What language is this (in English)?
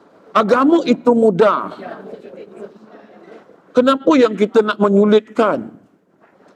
Malay